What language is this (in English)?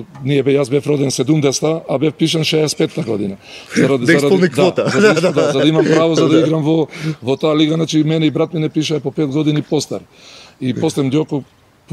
Macedonian